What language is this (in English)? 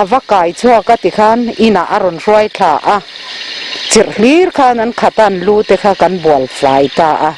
Mizo